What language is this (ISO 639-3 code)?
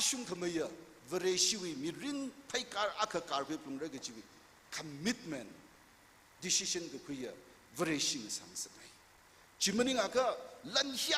nmf